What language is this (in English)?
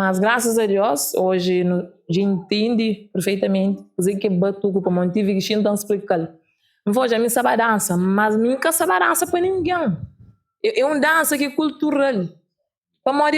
Kabuverdianu